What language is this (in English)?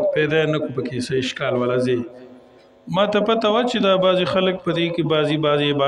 Pashto